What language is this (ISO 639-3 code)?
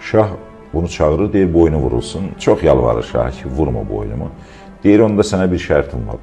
aze